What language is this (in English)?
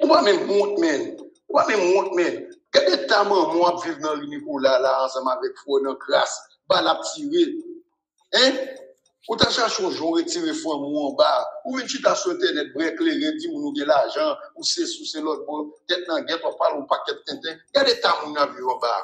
Haitian Creole